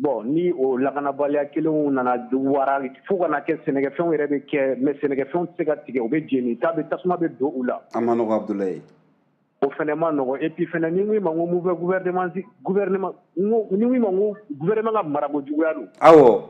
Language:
Bambara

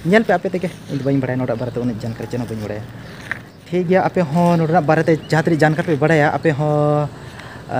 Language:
Santali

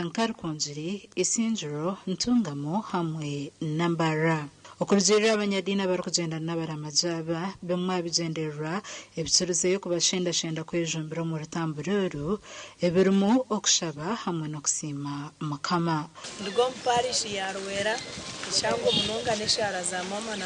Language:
Nyankole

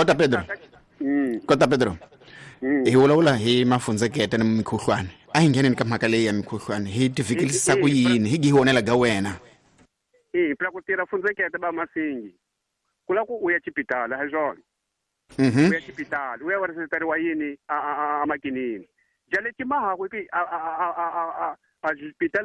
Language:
Tsonga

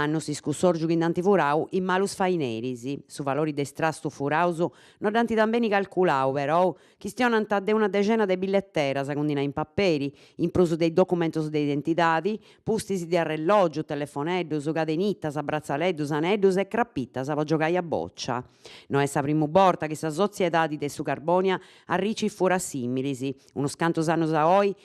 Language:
Sardinian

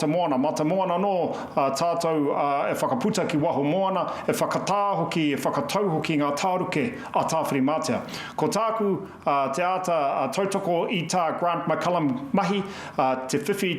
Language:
Māori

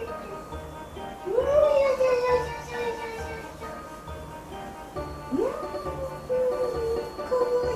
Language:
Japanese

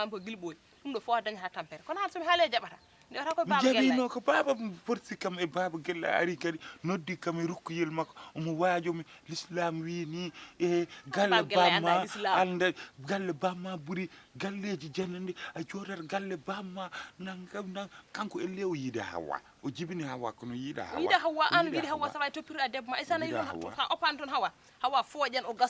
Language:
Fula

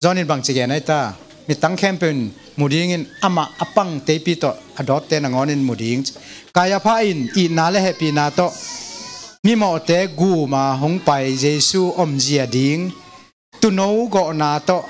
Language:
Tedim Chin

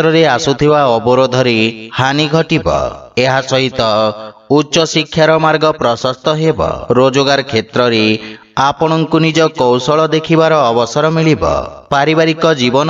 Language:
Odia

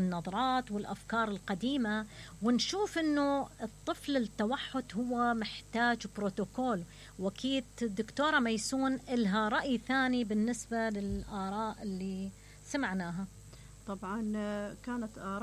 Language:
Mesopotamian Arabic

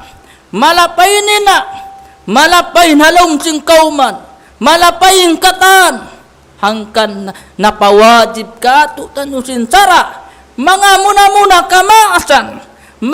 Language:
Tausug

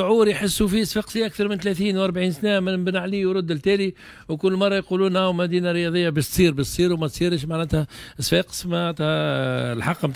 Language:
Tunisian Arabic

